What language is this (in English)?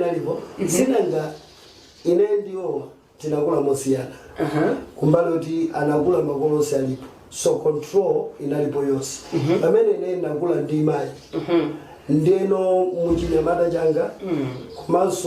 Nyanja